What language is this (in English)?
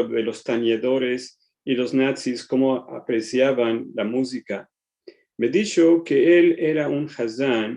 Ladino